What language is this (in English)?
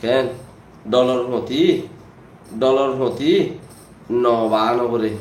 Rohingya